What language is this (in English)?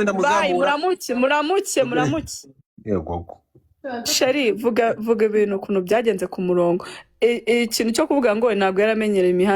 Kinyarwanda